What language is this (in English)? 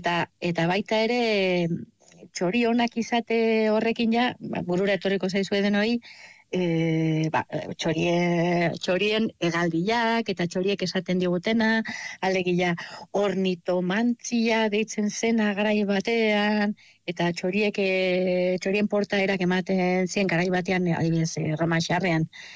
Basque